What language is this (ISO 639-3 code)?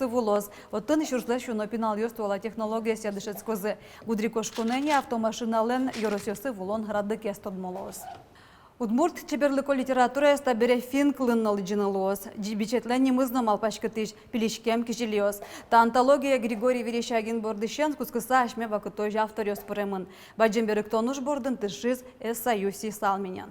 udm